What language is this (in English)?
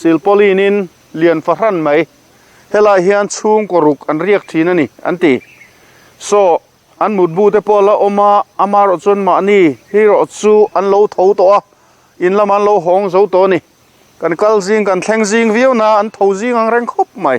Mizo